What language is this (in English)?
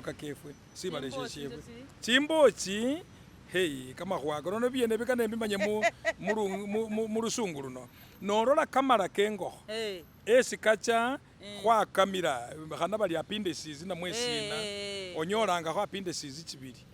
Masaaba